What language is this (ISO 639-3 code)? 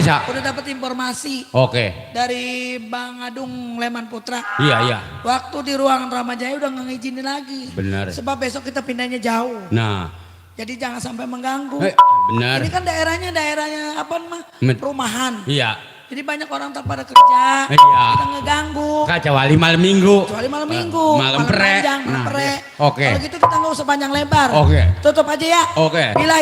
bew